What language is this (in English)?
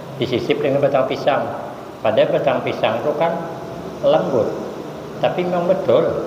Banjar